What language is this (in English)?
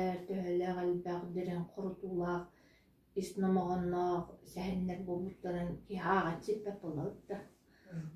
Yakut